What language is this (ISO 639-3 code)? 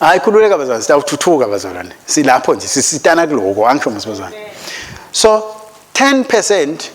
ssw